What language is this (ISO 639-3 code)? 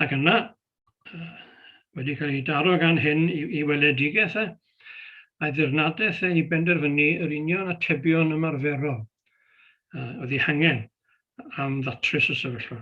cym